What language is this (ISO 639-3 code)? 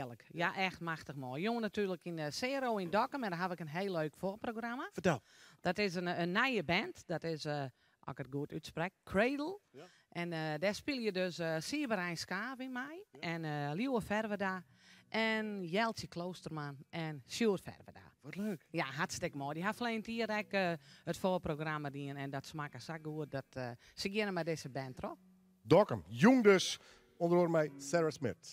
fry